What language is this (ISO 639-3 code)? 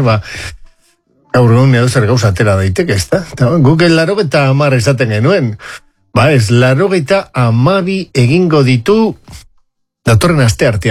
eus